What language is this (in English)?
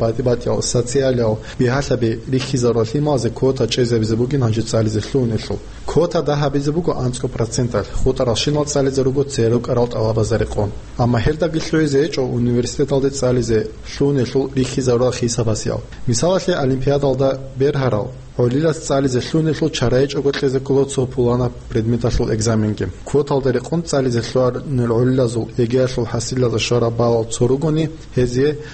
Avaric